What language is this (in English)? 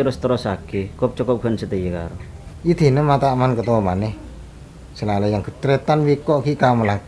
Madurese